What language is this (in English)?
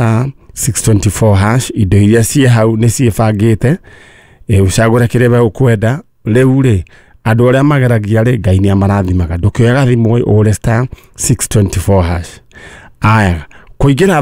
Kikuyu